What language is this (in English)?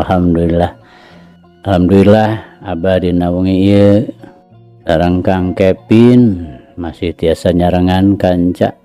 Sundanese